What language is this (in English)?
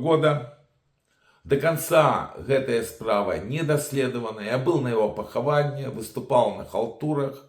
Belarusian